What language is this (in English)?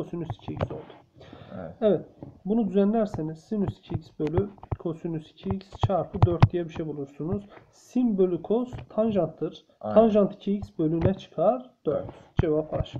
Turkish